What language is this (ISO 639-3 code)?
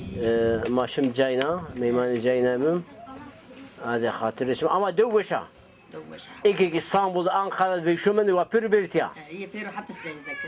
zza